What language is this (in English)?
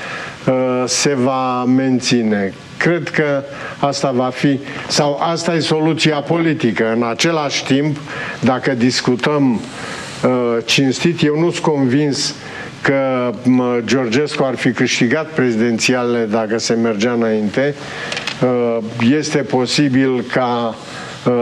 Romanian